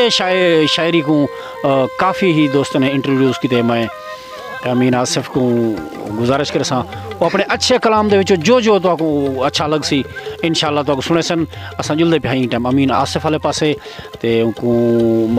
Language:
Saraiki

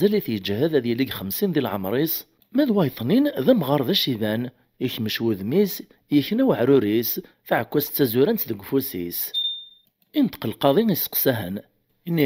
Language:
Kabyle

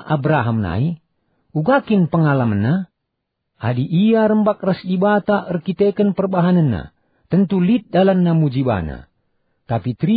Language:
Batak Karo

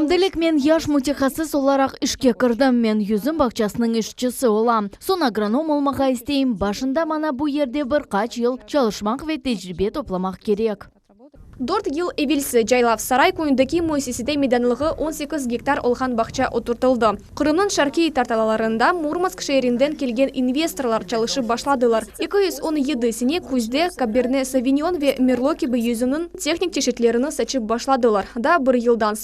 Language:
Crimean Tatar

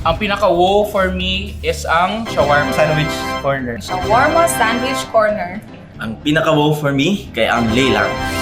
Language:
Cebuano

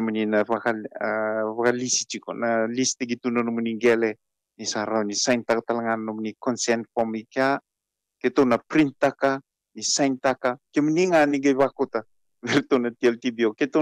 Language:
Fijian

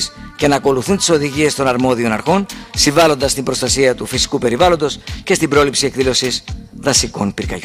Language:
Greek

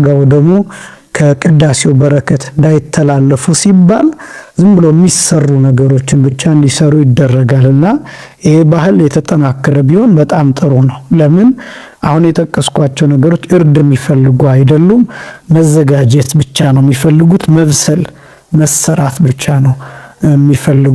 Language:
Amharic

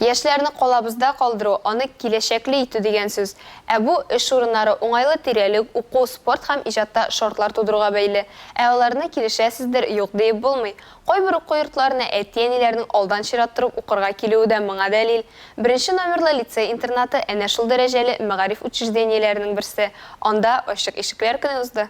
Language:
Tatar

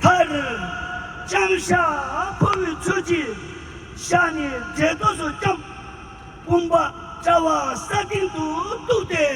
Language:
Tibetan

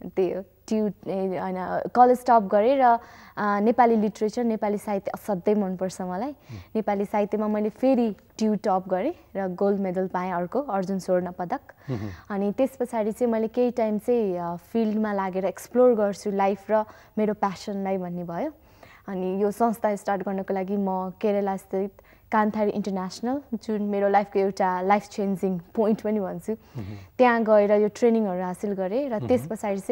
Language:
Nepali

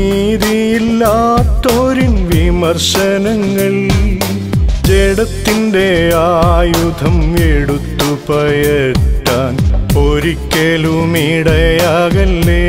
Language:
Malayalam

